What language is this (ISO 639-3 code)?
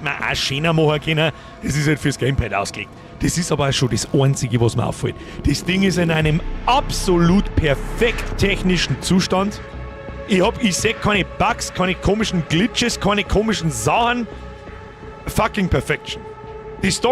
bar